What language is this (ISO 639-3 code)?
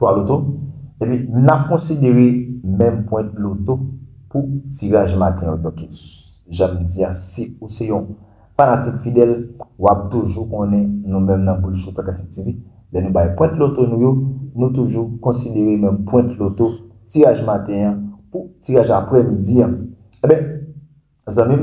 hat